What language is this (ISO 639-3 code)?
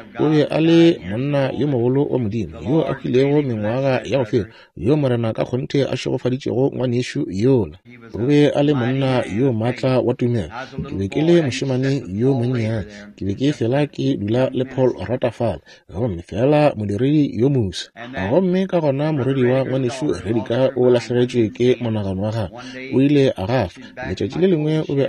nso